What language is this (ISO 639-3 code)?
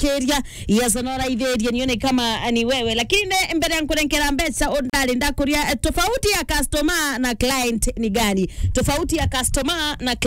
mer